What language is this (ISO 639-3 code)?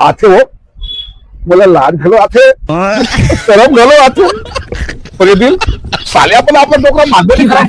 hne